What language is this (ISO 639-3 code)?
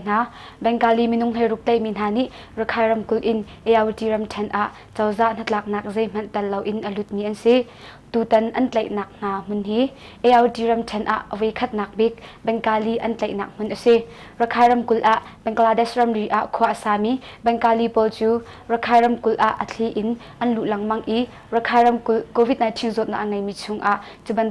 cnh